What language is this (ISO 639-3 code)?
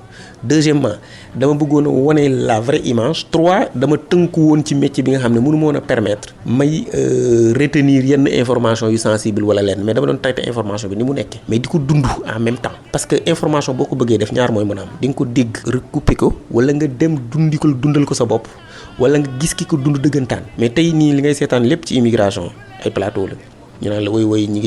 wol